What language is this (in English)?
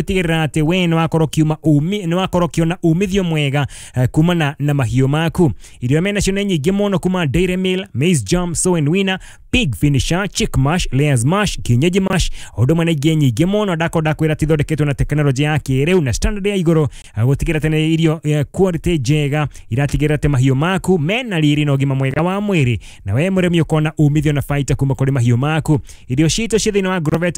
Kikuyu